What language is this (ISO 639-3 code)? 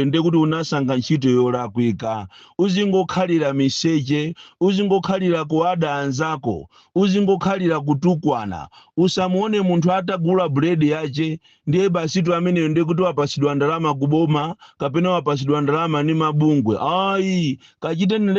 nya